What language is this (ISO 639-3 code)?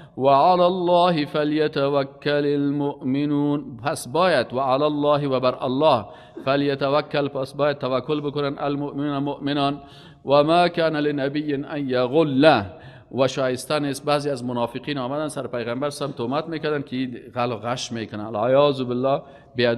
fas